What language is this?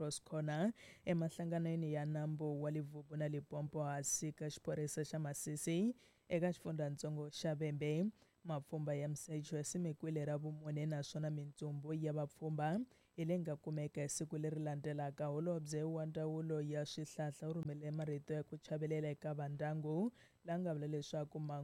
Tsonga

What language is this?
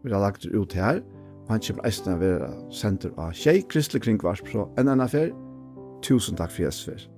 Faroese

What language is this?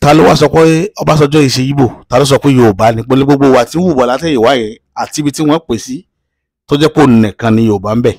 Yoruba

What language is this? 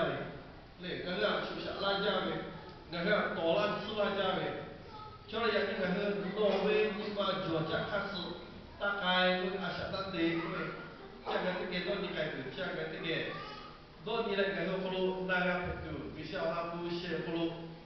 Lahu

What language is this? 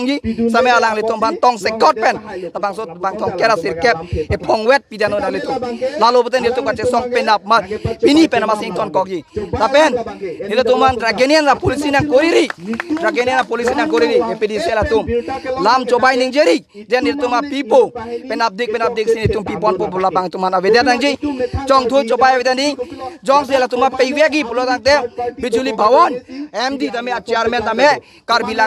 Karbi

